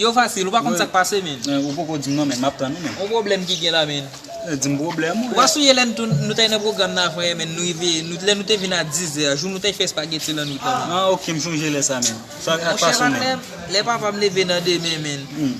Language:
Haitian Creole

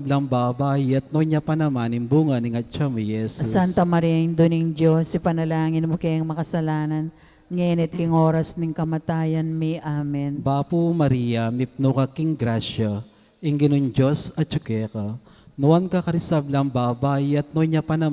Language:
Pampanga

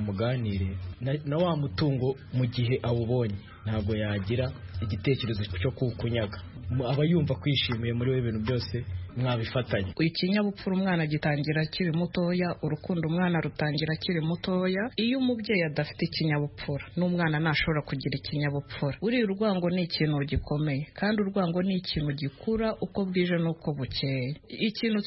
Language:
Kinyarwanda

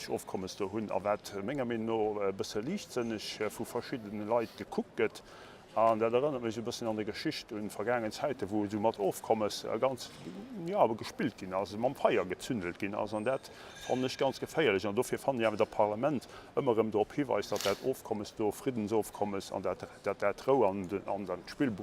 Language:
Luxembourgish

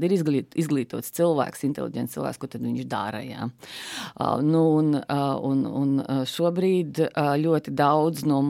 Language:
Latvian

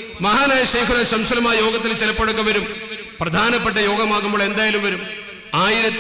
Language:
Malayalam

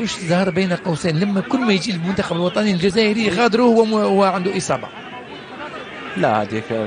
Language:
Algerian Arabic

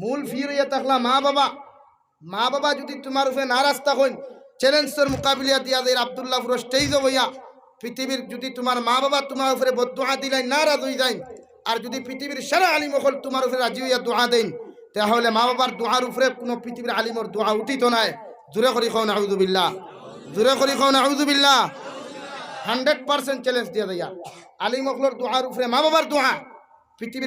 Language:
Sylheti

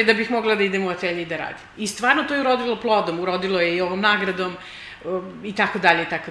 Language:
Serbian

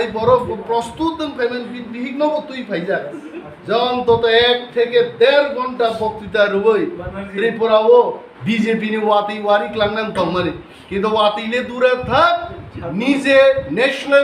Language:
Riang (India)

